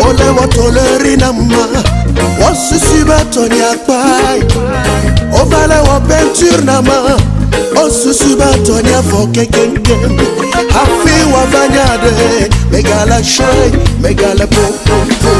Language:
Ewe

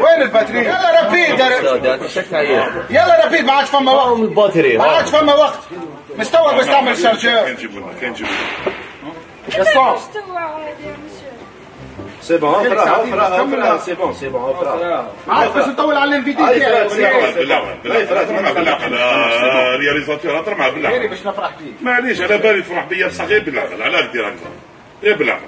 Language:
Algerian Arabic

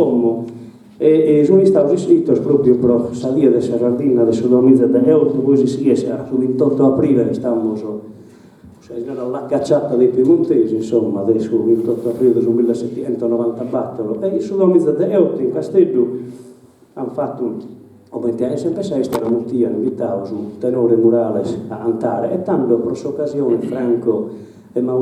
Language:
Sardinian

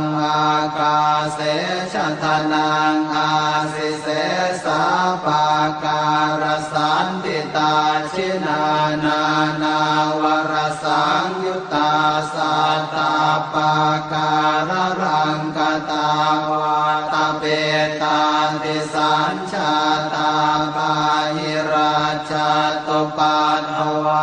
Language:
Pali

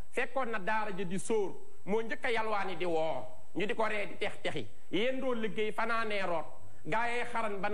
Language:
Wolof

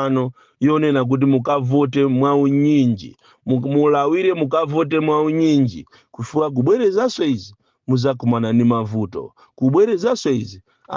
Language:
Nyanja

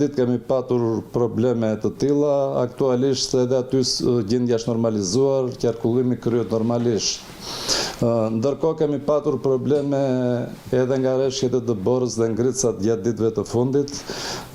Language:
Albanian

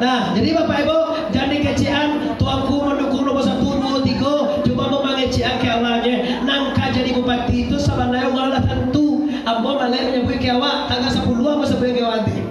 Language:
Minangkabau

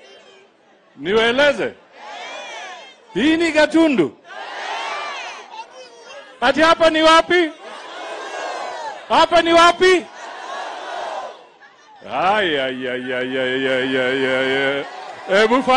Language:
Swahili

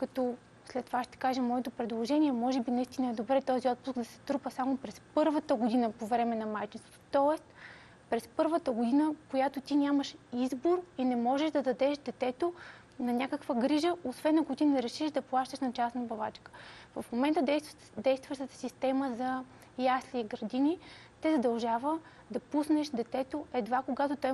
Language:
Bulgarian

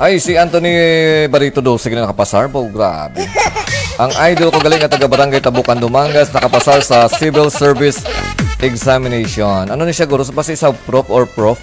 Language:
Hiligaynon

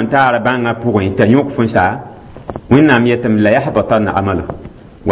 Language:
Mossi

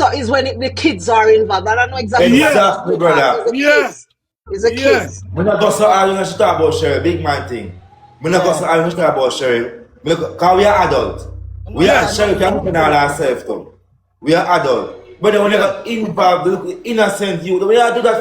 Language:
Jamaican Creole English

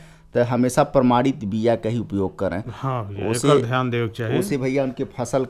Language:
Bhojpuri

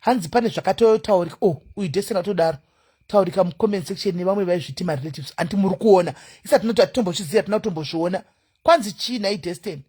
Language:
Shona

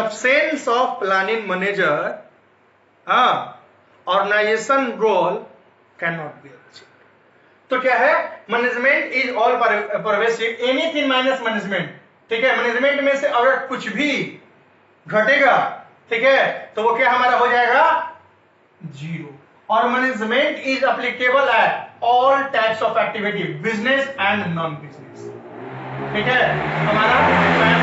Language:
Hindi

